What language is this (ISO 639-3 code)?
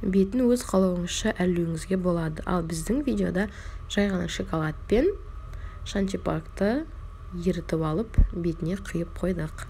kaz